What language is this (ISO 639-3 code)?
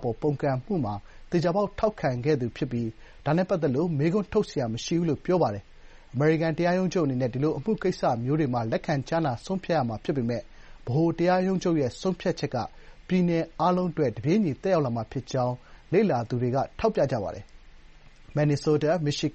mya